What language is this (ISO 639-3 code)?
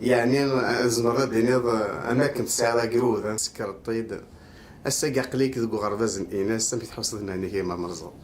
kab